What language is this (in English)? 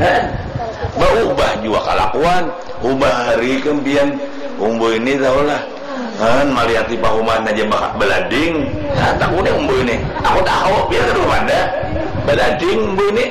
Banjar